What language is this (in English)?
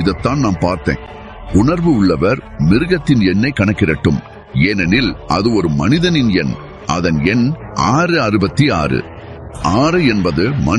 Tamil